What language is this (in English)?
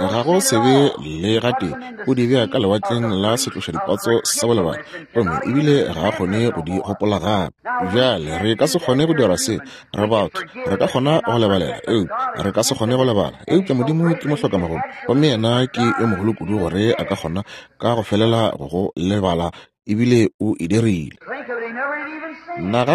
Northern Sotho